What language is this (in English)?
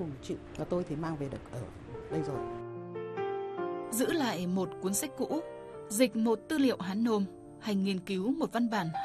Vietnamese